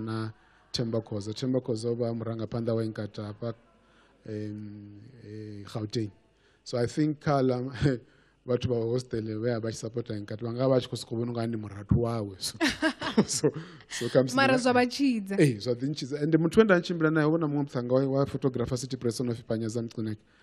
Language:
Venda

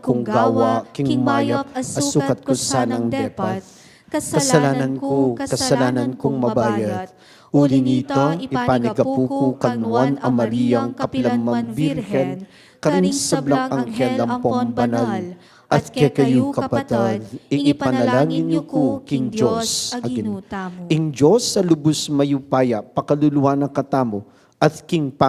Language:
Pampanga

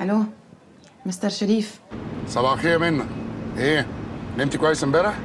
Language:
Egyptian Arabic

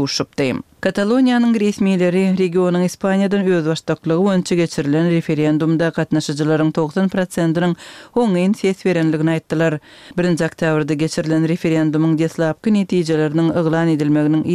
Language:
Turkmen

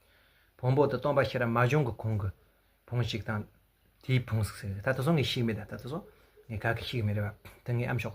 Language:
Tibetan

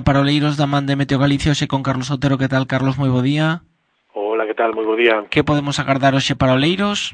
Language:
Galician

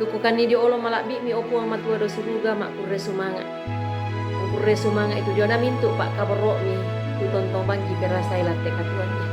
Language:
Toraja-Sa'dan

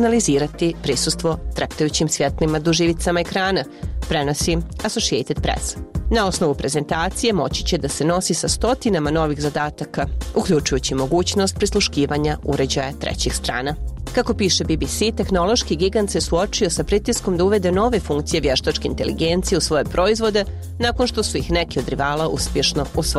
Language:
Bosnian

